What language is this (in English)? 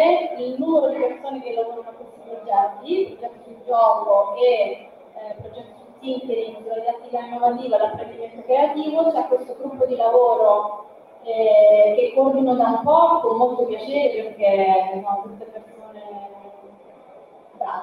Italian